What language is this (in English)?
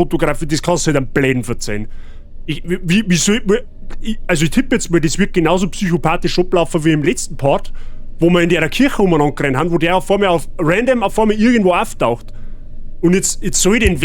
Bavarian